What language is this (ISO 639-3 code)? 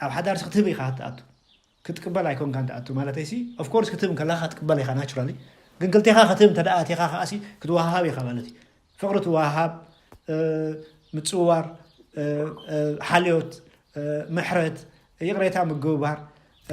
tir